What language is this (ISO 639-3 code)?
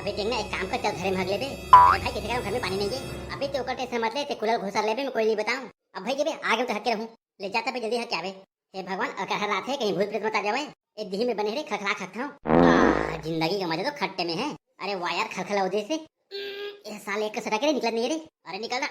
hne